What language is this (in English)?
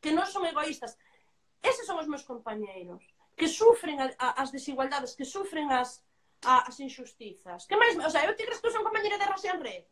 Galician